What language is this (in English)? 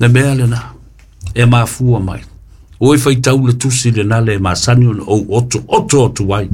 Samoan